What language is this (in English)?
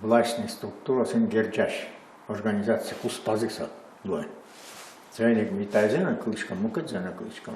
Udmurt